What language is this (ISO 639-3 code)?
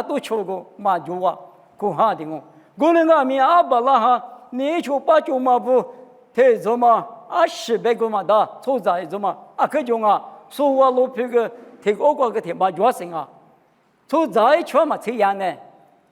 lis